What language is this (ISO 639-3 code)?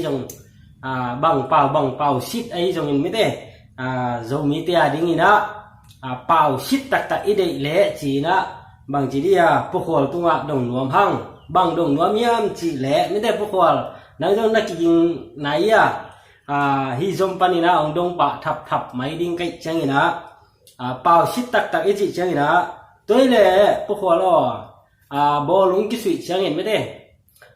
ctd